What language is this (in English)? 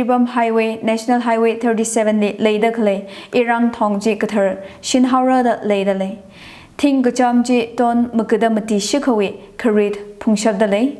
Tangkhul Naga (India)